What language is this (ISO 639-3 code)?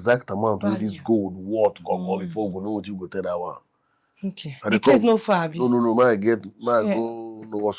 pcm